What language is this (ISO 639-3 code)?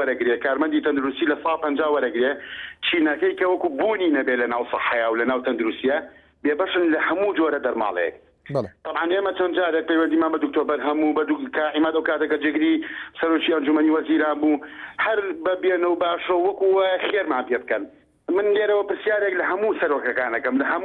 ckb